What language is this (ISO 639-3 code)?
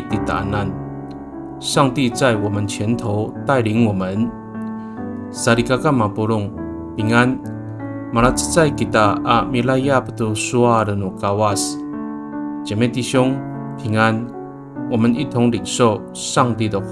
ami